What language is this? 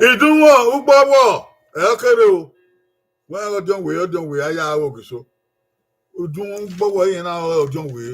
Bini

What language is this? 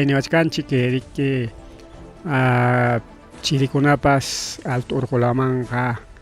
Ayacucho Quechua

